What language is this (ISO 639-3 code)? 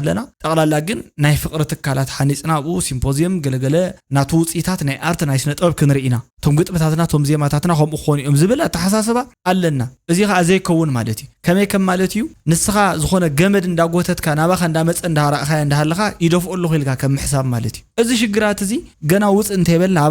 tir